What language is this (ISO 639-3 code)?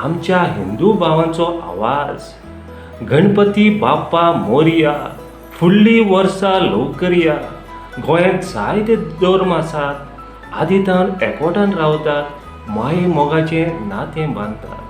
kok